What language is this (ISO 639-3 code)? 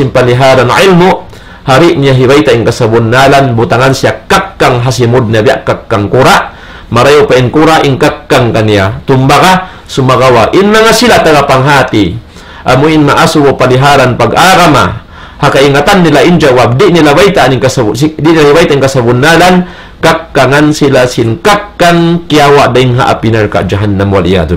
tsg